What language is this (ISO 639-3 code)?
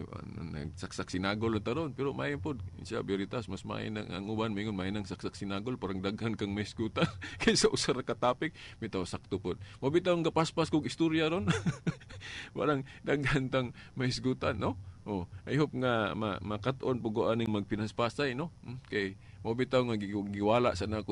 ceb